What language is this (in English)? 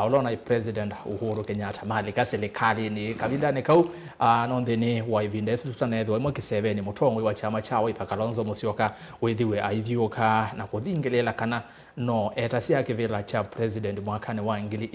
Kamba